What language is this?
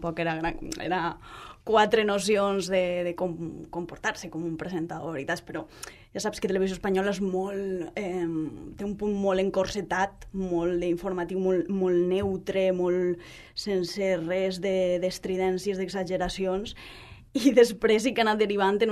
Catalan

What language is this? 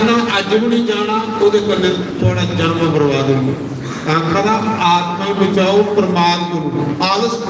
Dogri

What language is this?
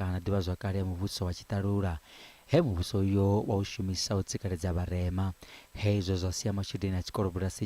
Venda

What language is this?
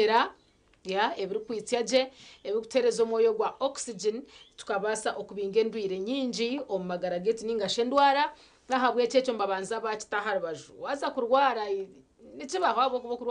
Nyankole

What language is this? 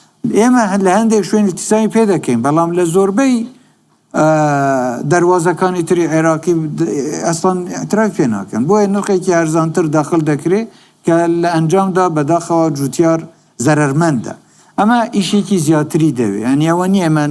Central Kurdish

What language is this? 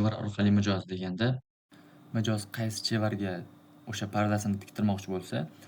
Uzbek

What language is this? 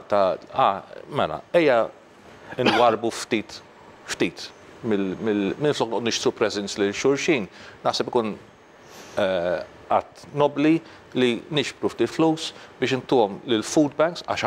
Maltese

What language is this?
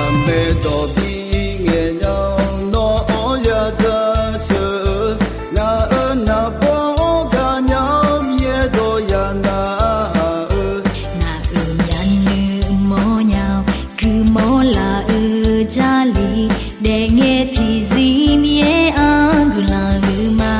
Akha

